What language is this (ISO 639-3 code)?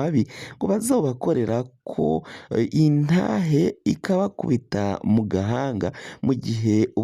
run